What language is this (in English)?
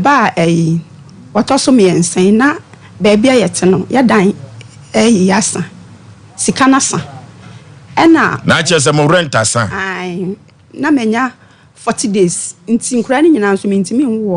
Akan